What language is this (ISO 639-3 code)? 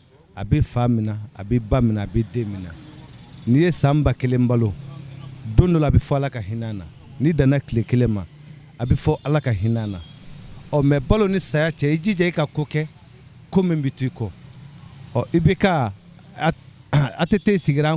bam